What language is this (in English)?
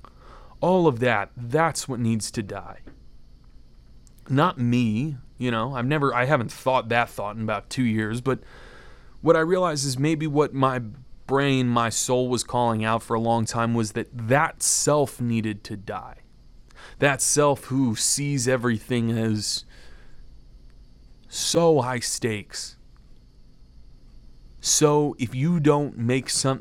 English